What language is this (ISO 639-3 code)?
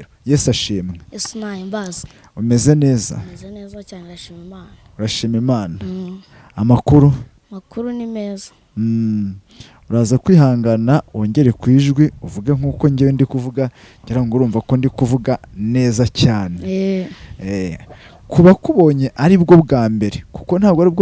kin